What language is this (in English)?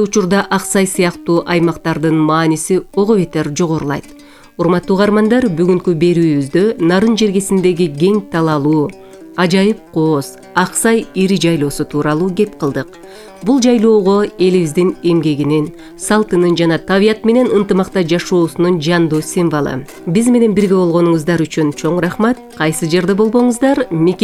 Kyrgyz